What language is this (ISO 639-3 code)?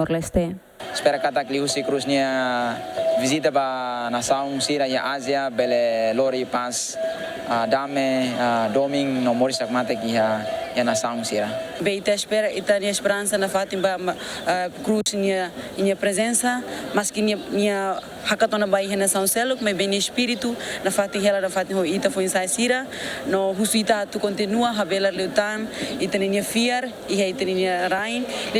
tet